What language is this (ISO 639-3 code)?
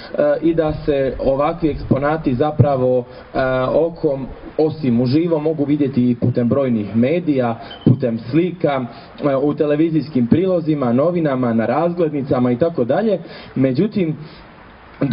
srp